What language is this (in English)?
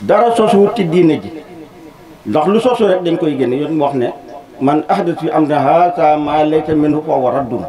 Wolof